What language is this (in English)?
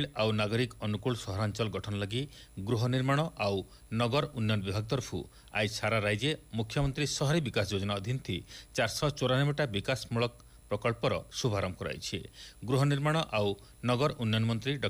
Odia